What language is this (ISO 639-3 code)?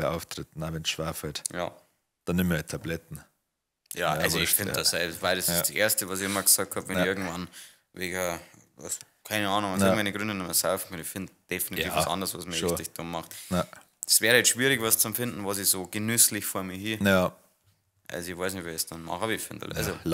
bar